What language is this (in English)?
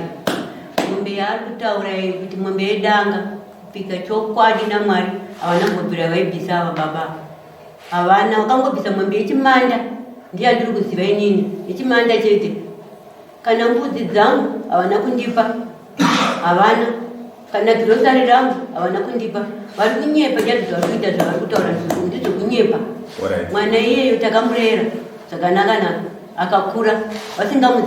Shona